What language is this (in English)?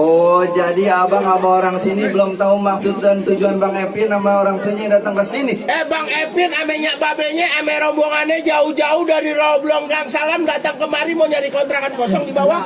Betawi